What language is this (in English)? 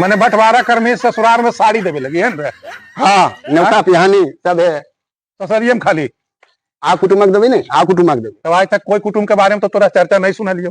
Magahi